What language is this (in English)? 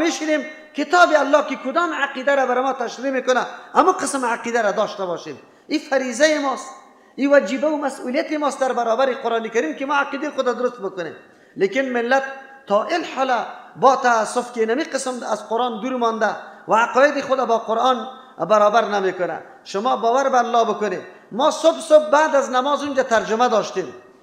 Persian